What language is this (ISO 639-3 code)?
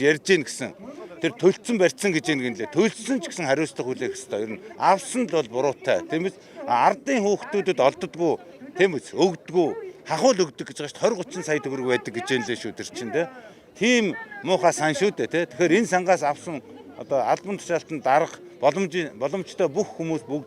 mon